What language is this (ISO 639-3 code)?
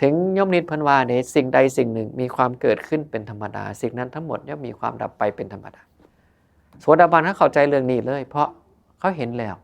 tts